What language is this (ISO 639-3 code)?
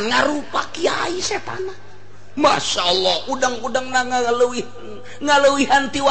sun